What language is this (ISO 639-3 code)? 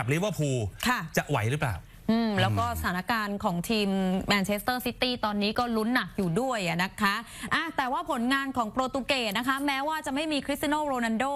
tha